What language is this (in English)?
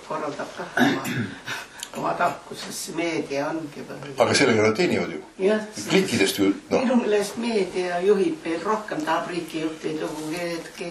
Estonian